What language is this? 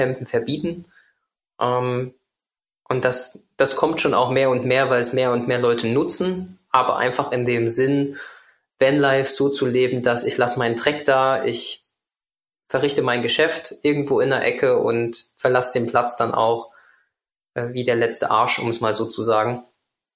German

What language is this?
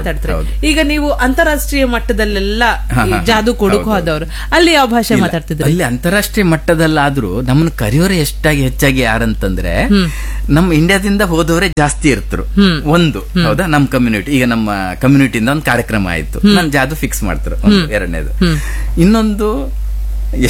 Kannada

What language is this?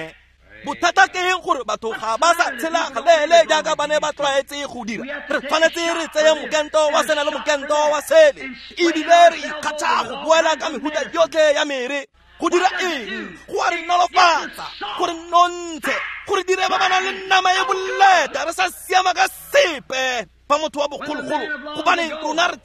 Tswana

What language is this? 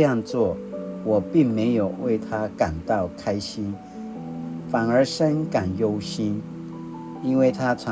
Paiwan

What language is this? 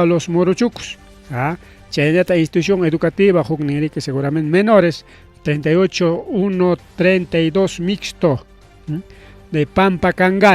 Ayacucho Quechua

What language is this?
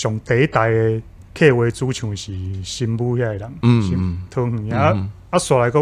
Min Nan Chinese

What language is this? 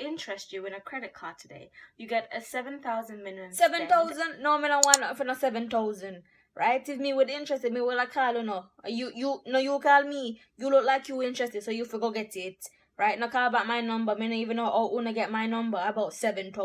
Jamaican Creole English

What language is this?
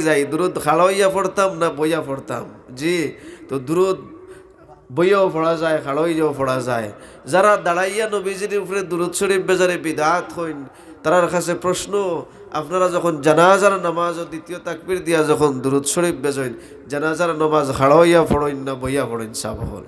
Sylheti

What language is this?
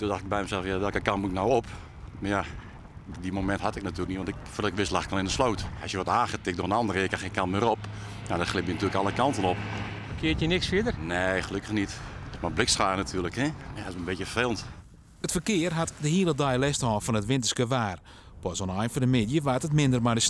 Western Frisian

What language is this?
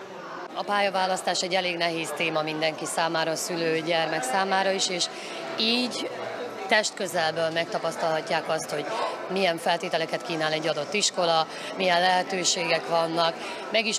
Hungarian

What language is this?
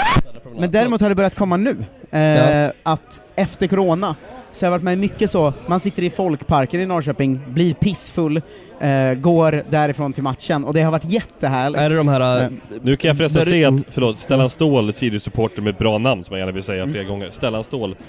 Swedish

